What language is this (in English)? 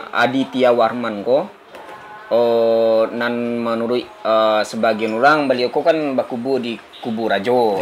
Minangkabau